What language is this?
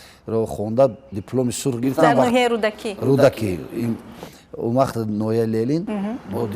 Tajik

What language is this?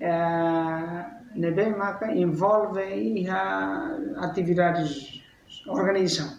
Tetum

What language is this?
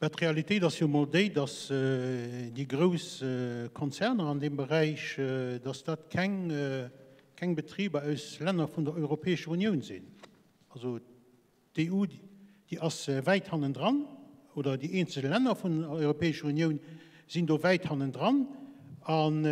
Luxembourgish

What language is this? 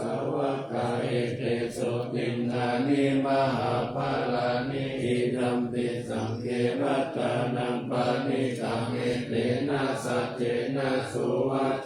Pali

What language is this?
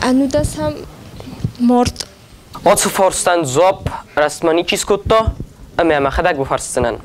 Ossetic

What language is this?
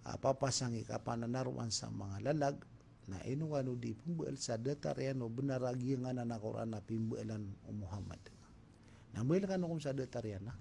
Maranao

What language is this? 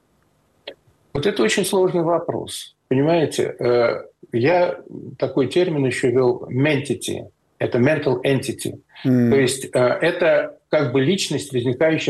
Russian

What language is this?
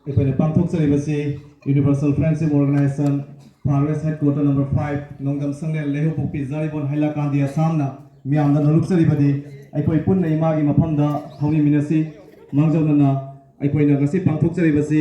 Manipuri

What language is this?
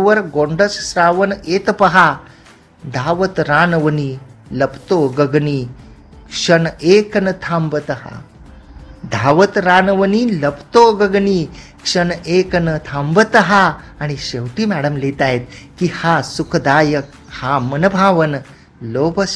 Marathi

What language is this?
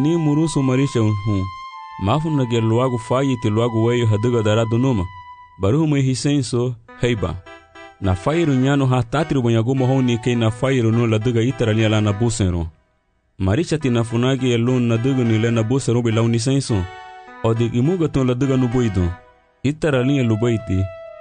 Garifuna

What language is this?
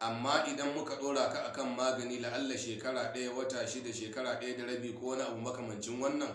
Hausa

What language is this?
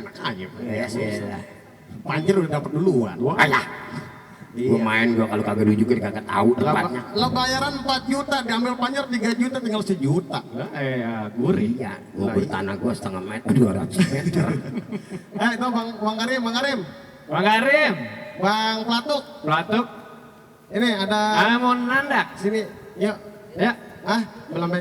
Betawi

